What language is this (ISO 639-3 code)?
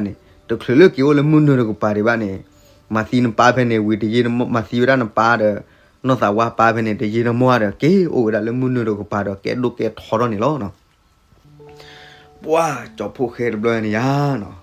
ksw